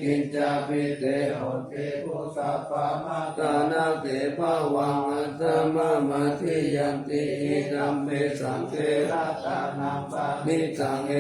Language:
Pali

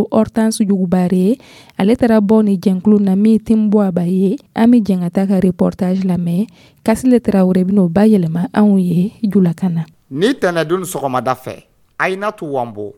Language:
Dyula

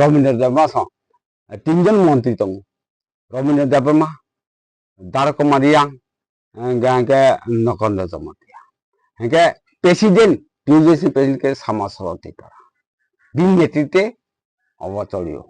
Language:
Kok Borok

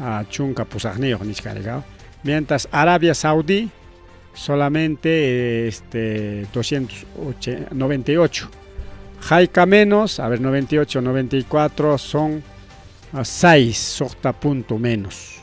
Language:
Ayacucho Quechua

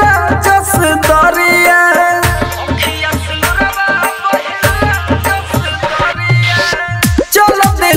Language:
Bhojpuri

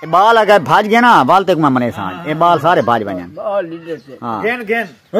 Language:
Saraiki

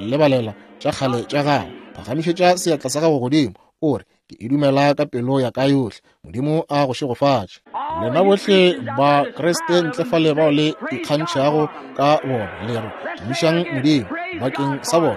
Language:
Northern Sotho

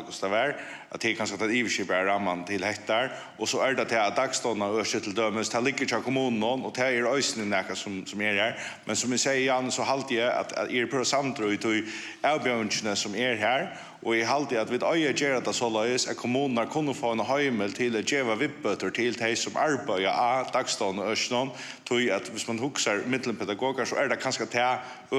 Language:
Faroese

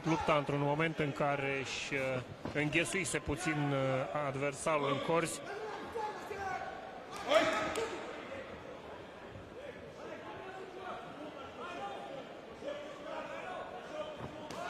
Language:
Romanian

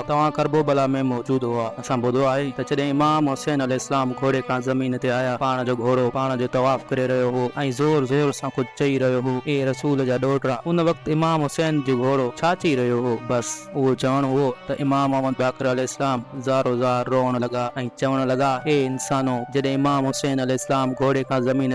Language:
Sindhi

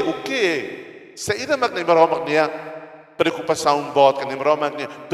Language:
Tetum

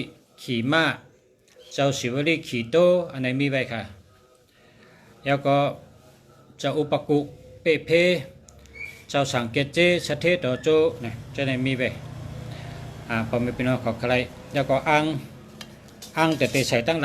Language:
Shan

